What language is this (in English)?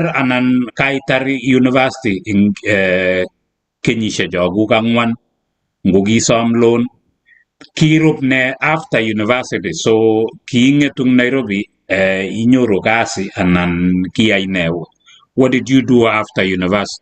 Kalenjin